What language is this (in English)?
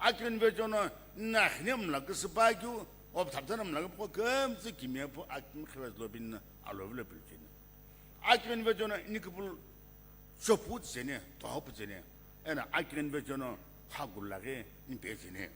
Sumi Naga